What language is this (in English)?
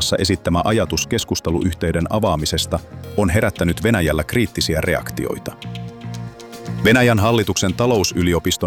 Finnish